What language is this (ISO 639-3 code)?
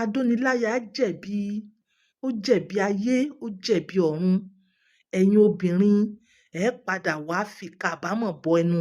yor